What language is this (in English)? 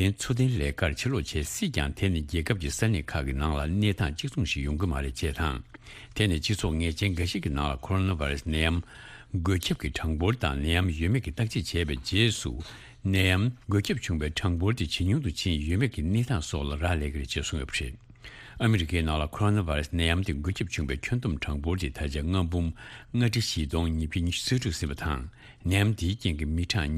Tibetan